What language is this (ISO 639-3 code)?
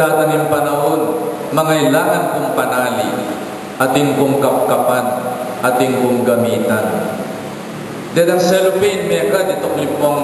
pam